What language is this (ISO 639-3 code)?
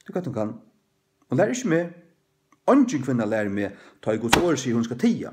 fao